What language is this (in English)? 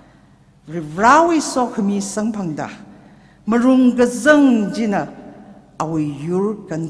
Tangkhul Naga (India)